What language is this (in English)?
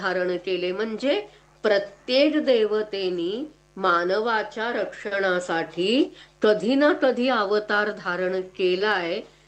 Marathi